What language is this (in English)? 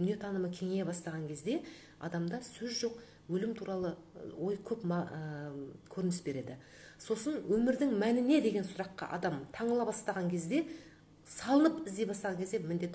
Kazakh